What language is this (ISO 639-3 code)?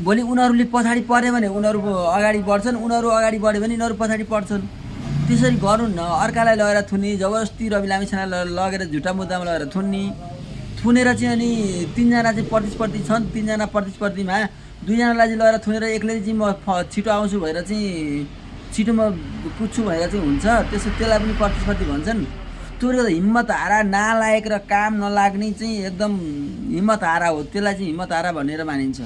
nep